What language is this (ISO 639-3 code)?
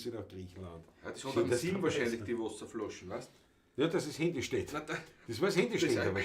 bar